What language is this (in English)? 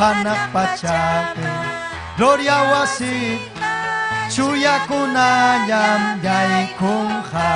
Ayacucho Quechua